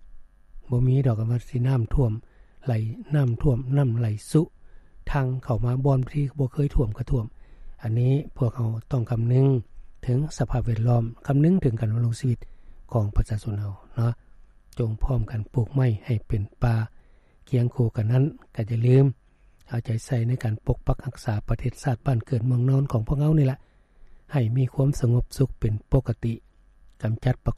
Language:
Lao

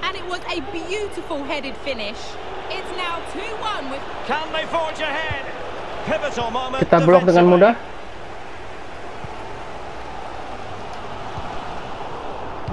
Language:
Indonesian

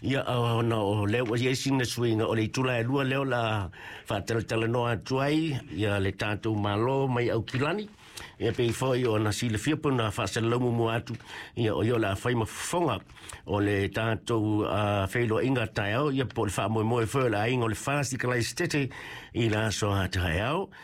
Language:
Samoan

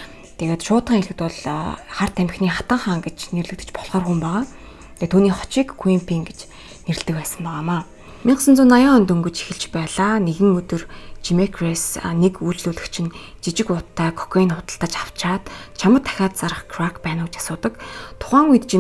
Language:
Mongolian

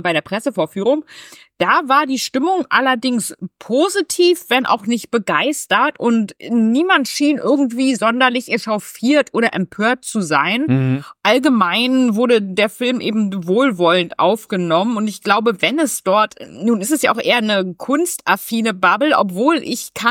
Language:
German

